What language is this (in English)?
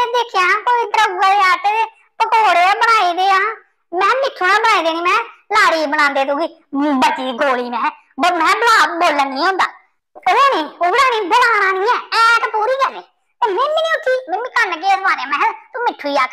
Dogri